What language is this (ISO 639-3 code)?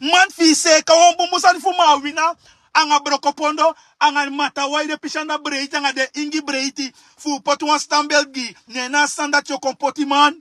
srn